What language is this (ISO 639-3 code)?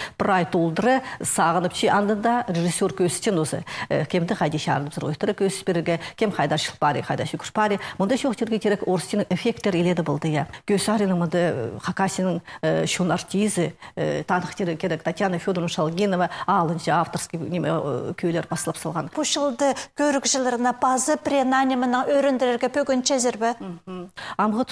kjh